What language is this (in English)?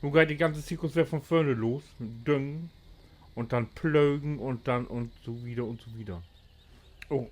Low German